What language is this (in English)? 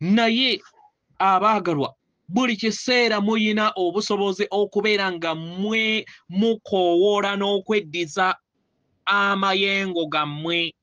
Ganda